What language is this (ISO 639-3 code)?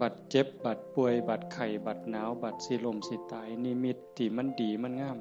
tts